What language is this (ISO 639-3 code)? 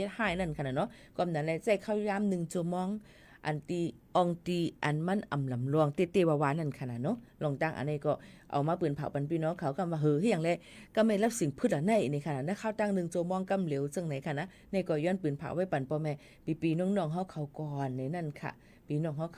shn